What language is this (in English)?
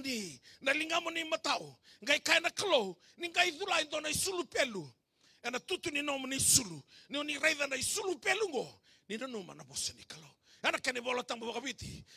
Fijian